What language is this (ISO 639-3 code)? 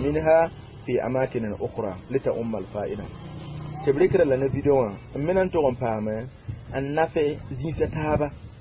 mos